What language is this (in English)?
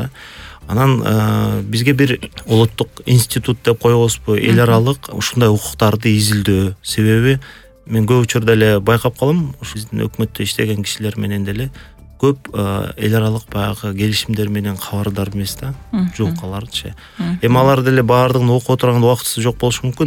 Kyrgyz